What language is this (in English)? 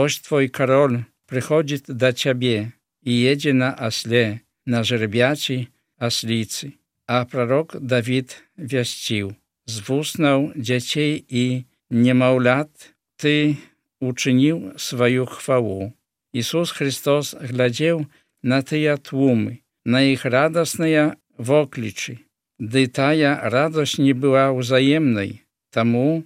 Belarusian